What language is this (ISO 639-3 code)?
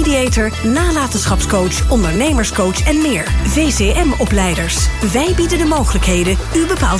nld